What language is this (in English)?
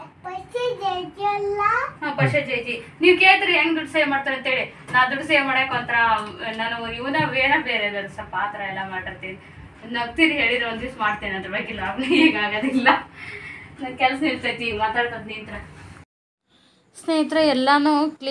Kannada